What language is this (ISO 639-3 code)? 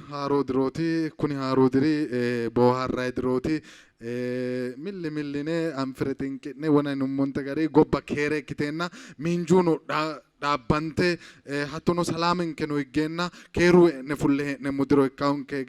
sid